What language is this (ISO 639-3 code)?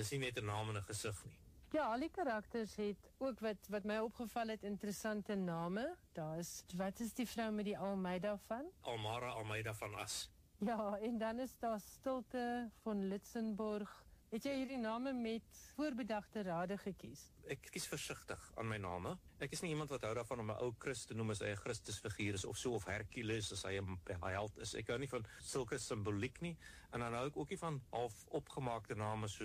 afr